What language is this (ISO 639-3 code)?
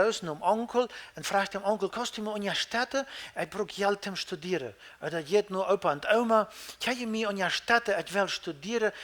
pdt